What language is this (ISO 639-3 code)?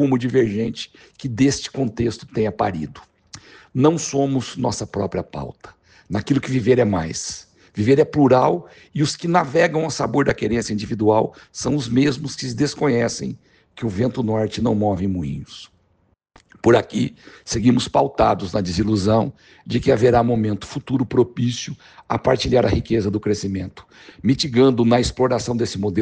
por